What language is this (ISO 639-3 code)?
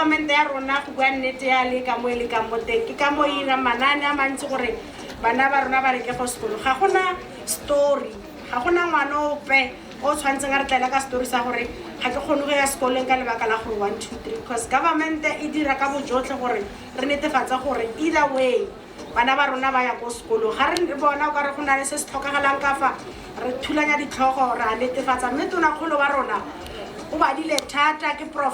tsn